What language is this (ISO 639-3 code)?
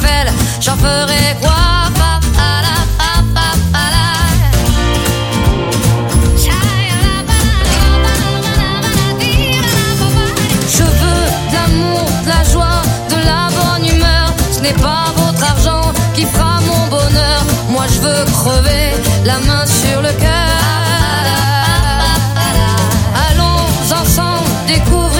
fra